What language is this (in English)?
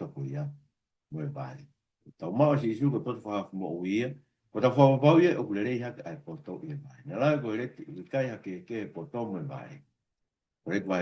Tongan